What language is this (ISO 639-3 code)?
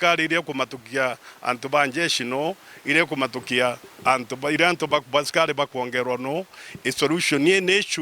mer